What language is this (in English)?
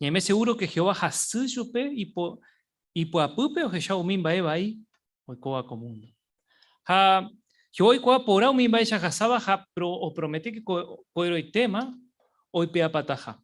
Guarani